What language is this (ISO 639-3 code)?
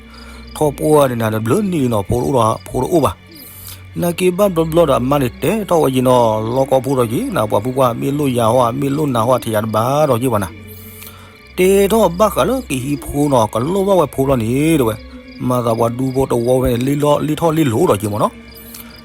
ksw